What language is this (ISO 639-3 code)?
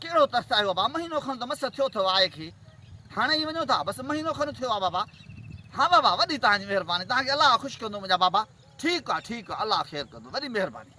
snd